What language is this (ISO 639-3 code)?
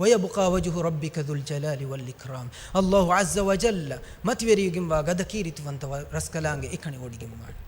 div